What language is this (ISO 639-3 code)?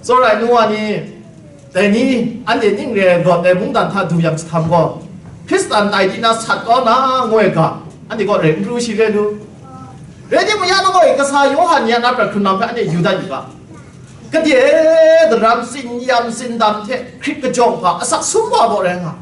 kac